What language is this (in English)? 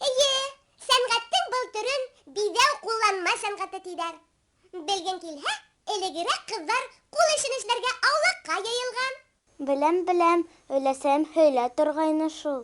Bashkir